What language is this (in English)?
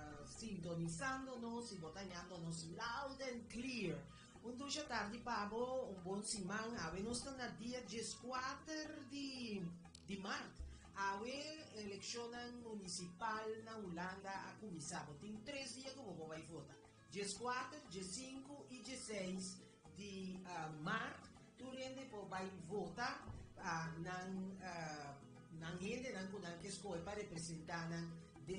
Papiamento